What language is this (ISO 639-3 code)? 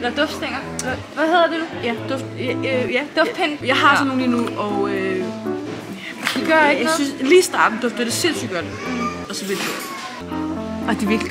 dan